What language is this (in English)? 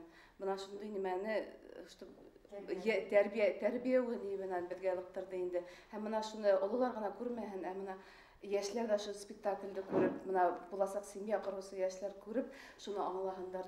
Bashkir